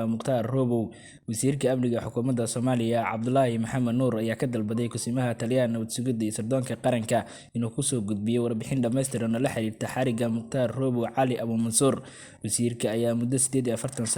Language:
Somali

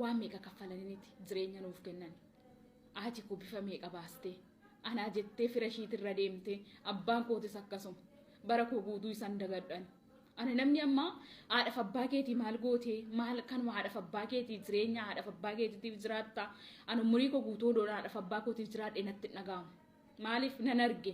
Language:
Oromo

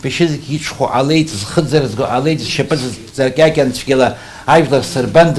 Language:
Abkhazian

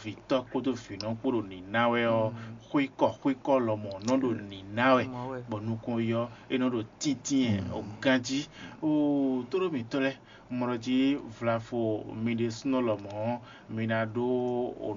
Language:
Fon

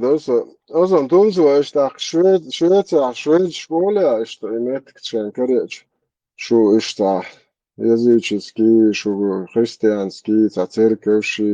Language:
Chechen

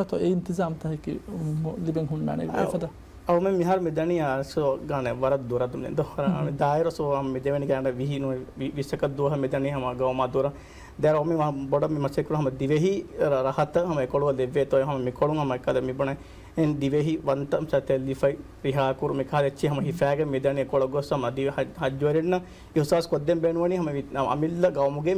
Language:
Divehi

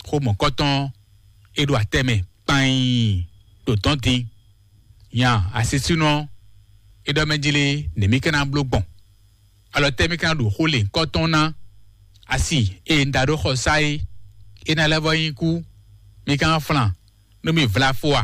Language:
Fon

